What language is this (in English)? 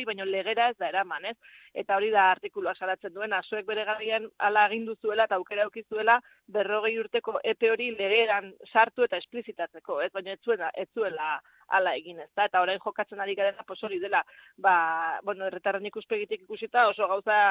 Basque